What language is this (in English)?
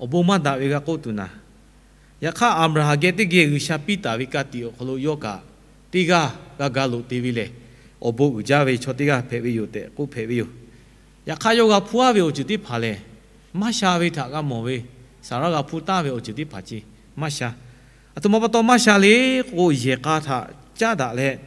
Lahu